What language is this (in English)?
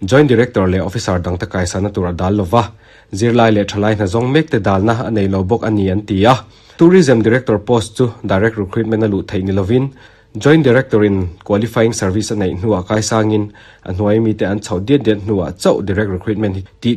Mizo